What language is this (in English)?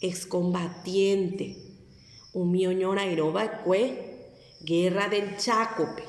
Guarani